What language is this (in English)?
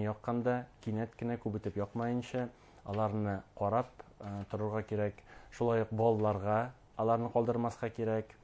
Bashkir